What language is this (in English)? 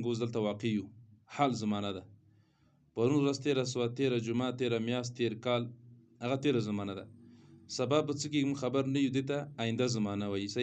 Pashto